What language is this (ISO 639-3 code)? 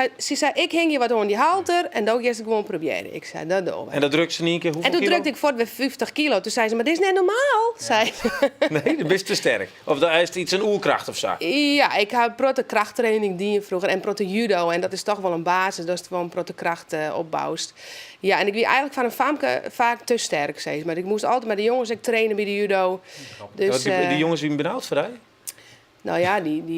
fry